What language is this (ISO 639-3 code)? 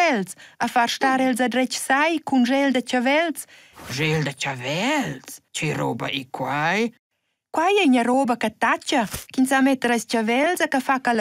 roh